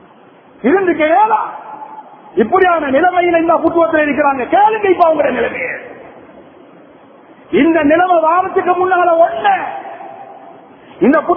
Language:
Tamil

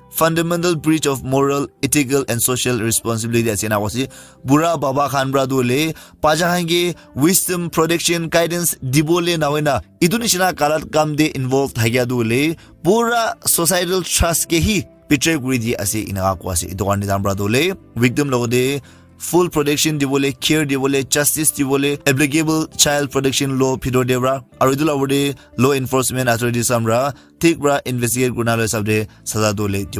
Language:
Naga Pidgin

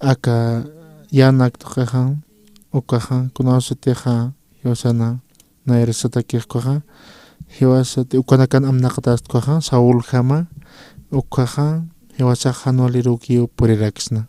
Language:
Aymara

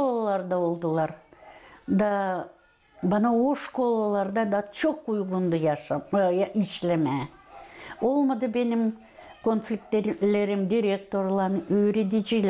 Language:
Gagauz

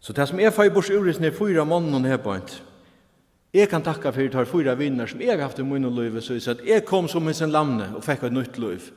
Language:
Faroese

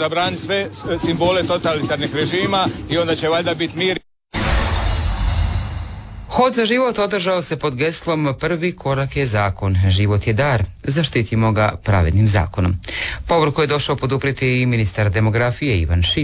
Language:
Croatian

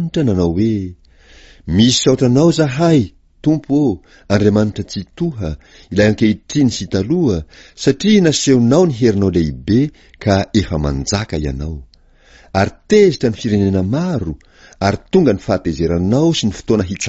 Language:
Malagasy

